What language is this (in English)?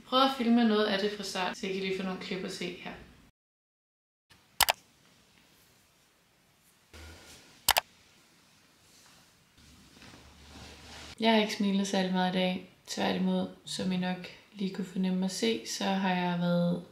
Danish